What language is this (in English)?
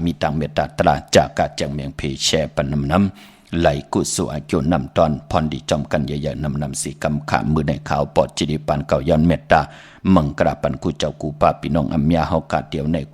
Shan